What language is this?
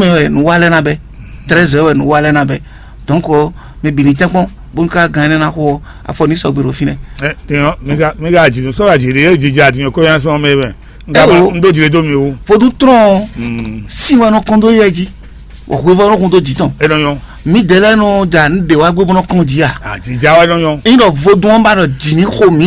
Fon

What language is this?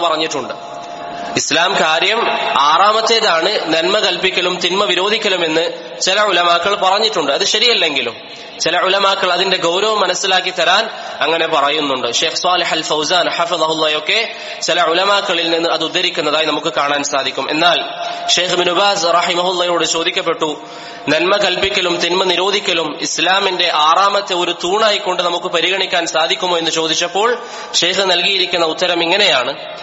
Malayalam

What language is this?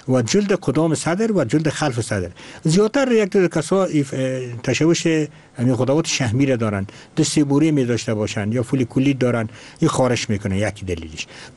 Persian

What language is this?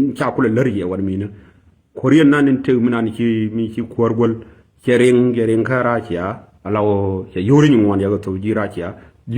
Nuer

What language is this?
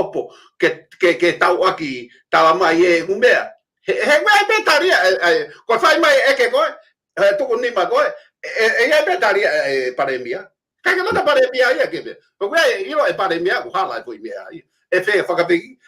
Tongan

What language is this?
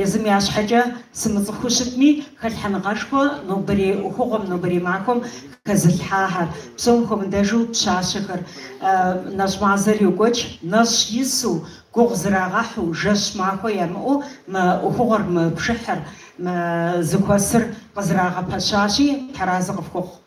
Kabardian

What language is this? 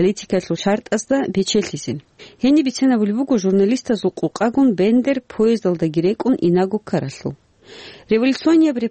Avaric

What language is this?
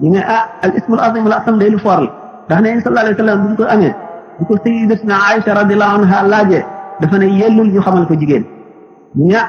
Wolof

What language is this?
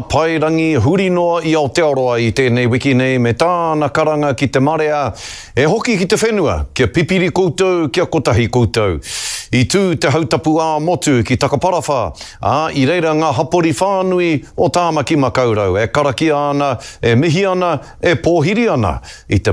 Māori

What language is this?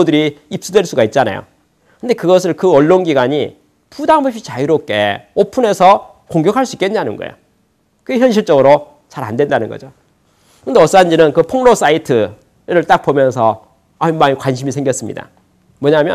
Korean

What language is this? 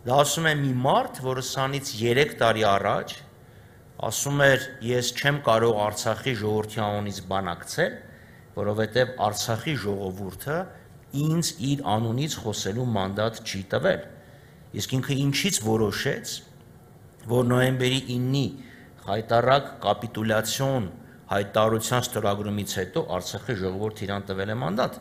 Armenian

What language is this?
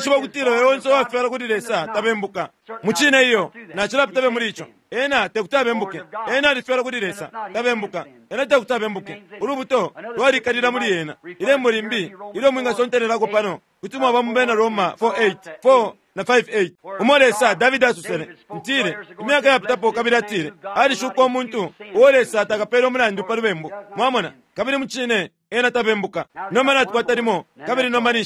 Bemba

